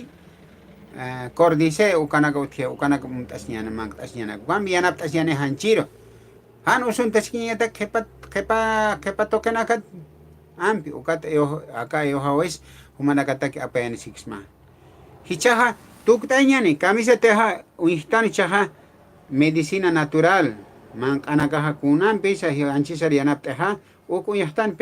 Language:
Aymara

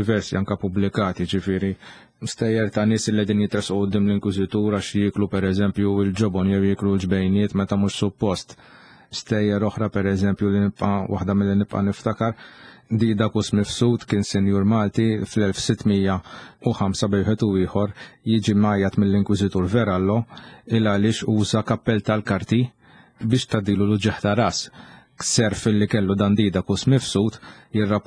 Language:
Maltese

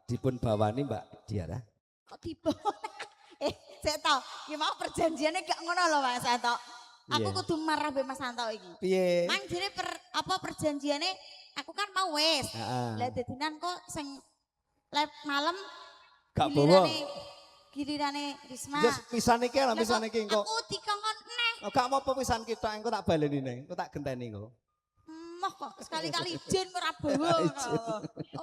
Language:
Javanese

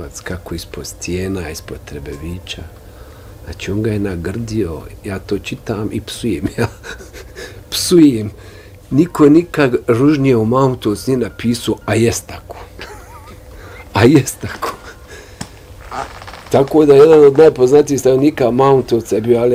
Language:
Bosnian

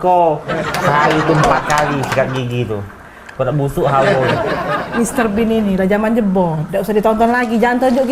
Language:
Musi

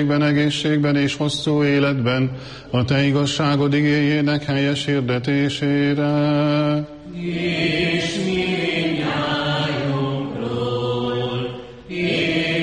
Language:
Hungarian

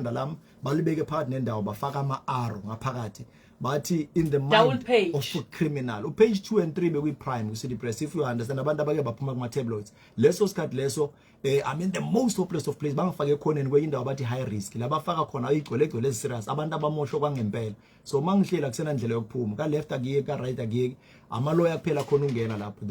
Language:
Zulu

